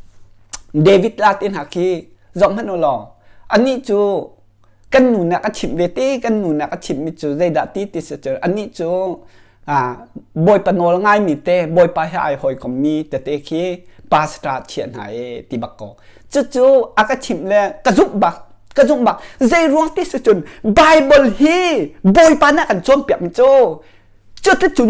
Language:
Hakha Chin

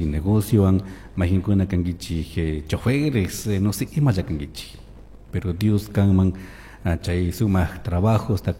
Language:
Chimborazo Highland Quichua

